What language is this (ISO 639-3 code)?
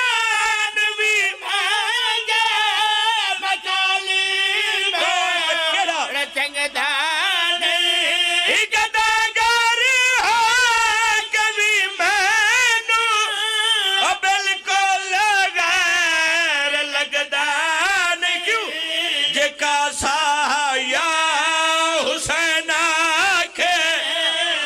phr